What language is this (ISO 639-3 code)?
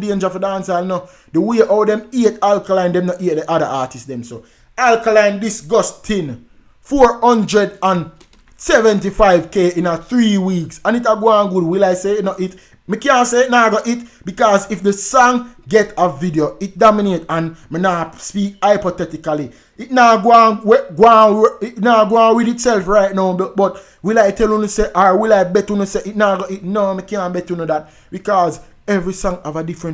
jam